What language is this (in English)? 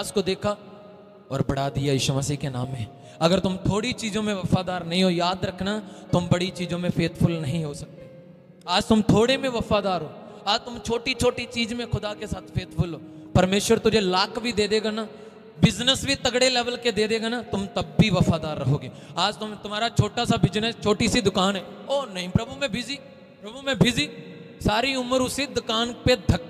Hindi